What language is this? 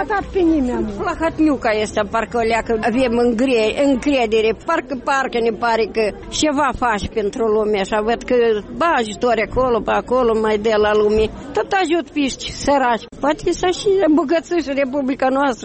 Romanian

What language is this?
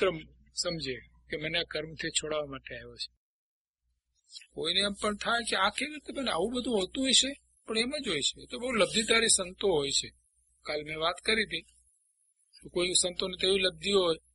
Gujarati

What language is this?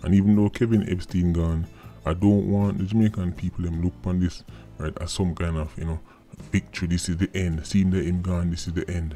Jamaican Creole English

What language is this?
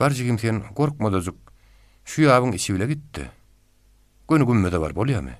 Turkmen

